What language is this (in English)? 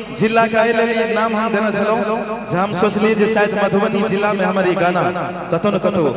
Maithili